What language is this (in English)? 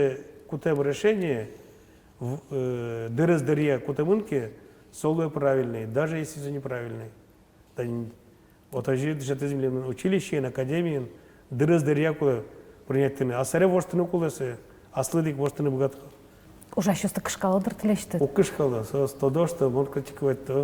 Udmurt